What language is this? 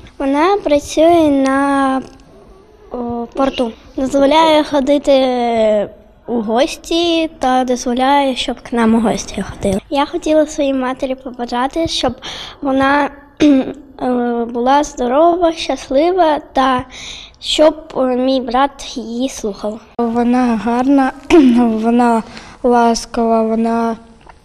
Ukrainian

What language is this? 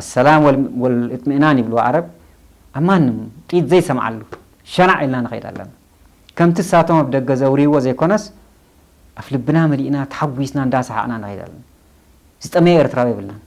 Tigrinya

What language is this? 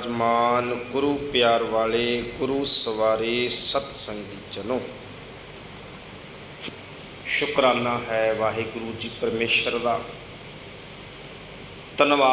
Punjabi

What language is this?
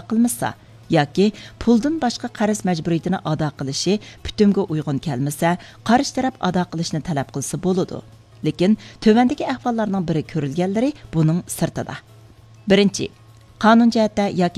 Uyghur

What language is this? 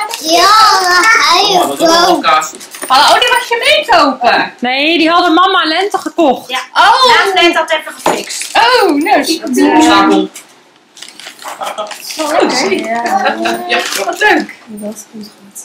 Dutch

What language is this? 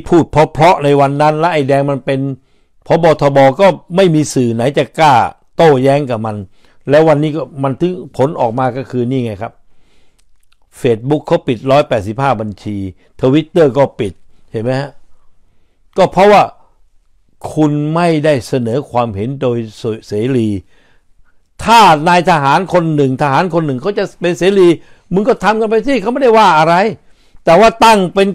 Thai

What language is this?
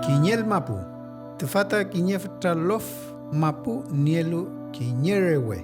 Mapuche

